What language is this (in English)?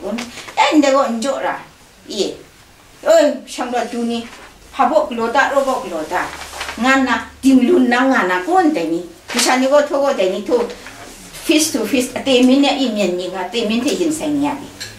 Kachin